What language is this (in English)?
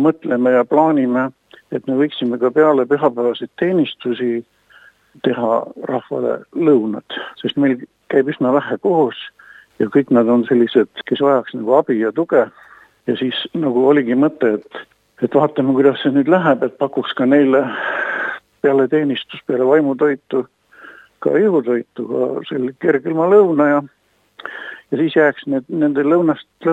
Estonian